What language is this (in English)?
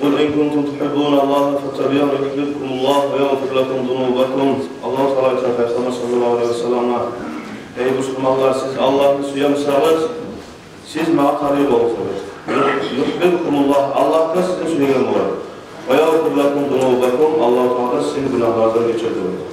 Kumyk